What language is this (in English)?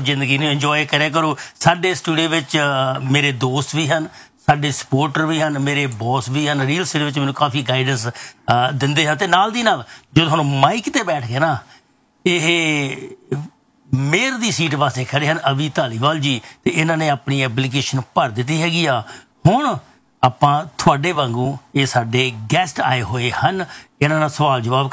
Punjabi